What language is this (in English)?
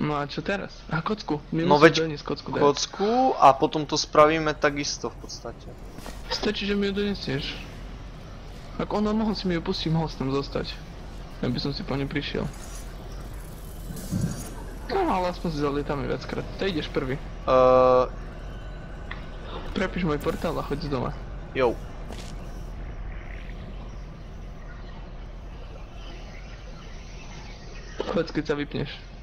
Slovak